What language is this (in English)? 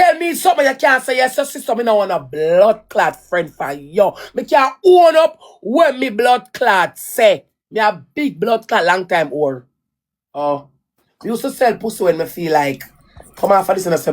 Jamaican Creole English